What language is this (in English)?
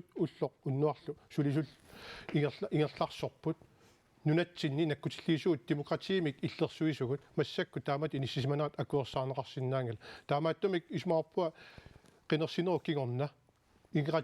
Kalaallisut